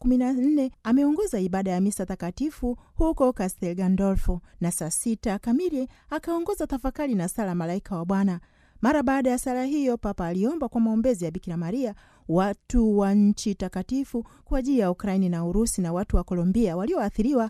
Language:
Swahili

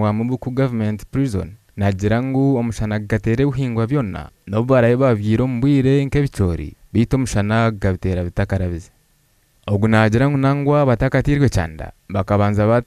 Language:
Nyankole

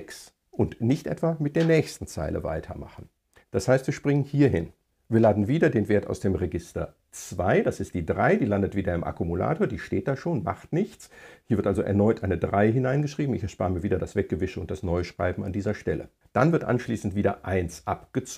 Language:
German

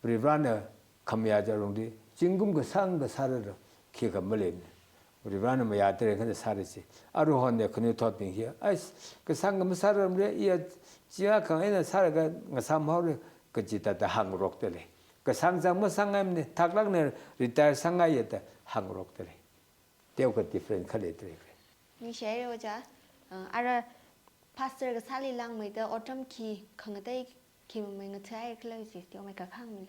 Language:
Tangkhul Naga (India)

